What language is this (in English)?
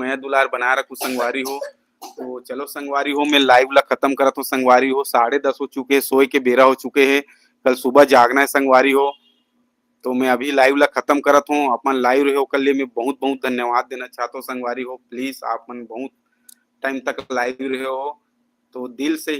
Chhattisgarhi